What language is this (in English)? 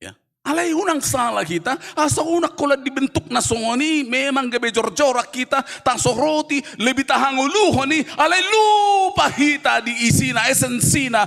Batak Toba